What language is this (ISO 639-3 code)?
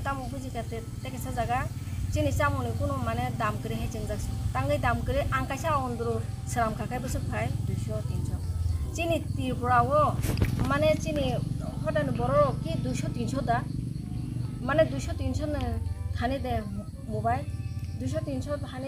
trp